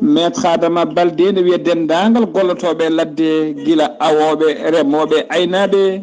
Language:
Fula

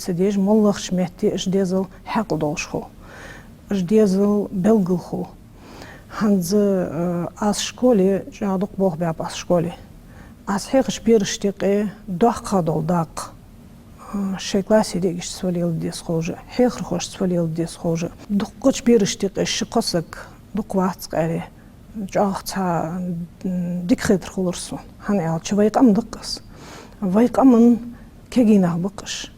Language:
Ingush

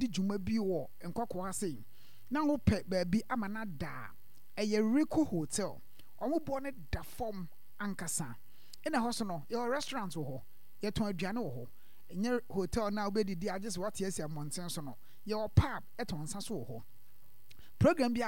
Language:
Akan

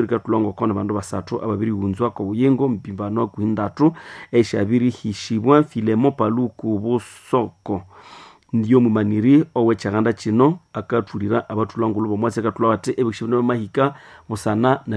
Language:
Nande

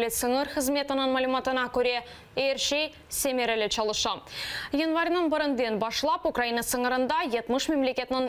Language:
Crimean Tatar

